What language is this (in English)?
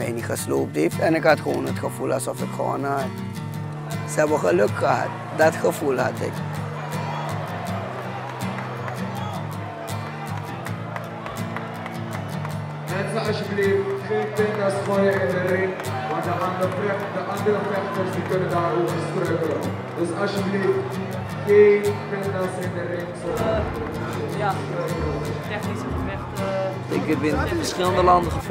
Dutch